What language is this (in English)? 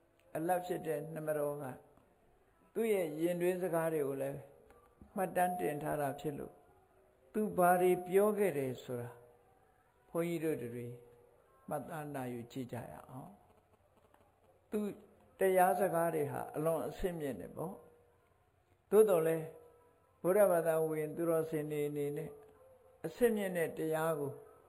Burmese